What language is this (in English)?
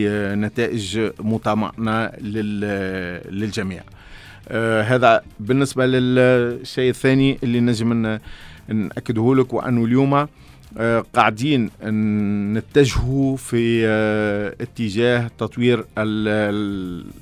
Tunisian Arabic